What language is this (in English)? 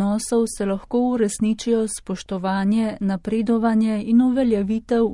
Slovenian